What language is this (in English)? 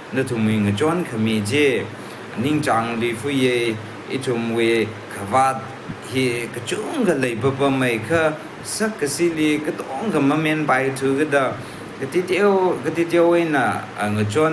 Tangkhul Naga (India)